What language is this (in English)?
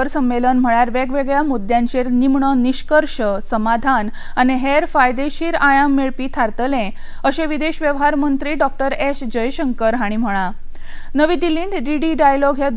Konkani